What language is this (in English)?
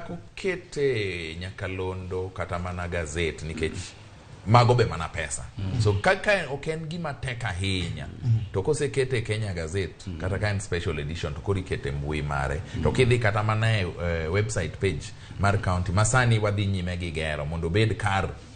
Luo (Kenya and Tanzania)